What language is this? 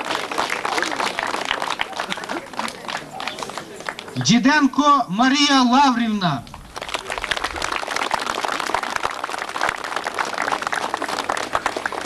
Ukrainian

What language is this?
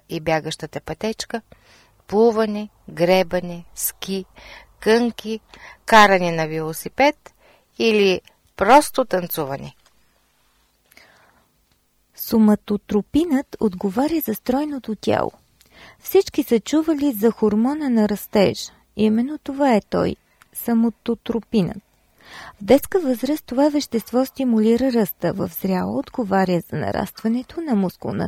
Bulgarian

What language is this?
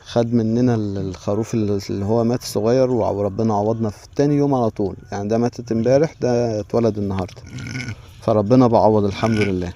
Egyptian Arabic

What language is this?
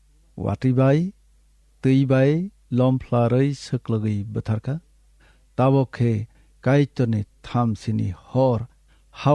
Kok Borok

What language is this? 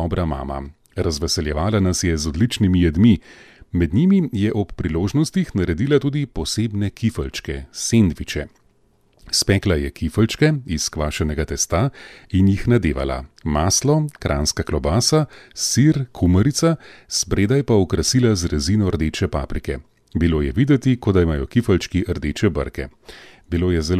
Slovenian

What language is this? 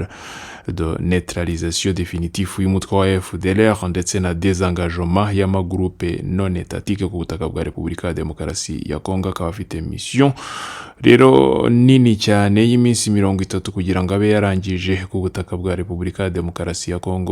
Kinyarwanda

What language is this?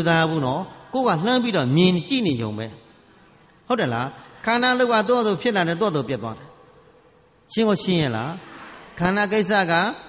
Burmese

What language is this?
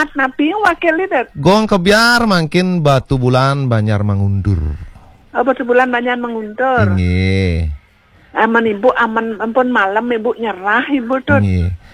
Balinese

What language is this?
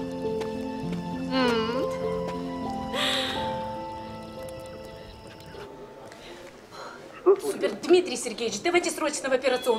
Russian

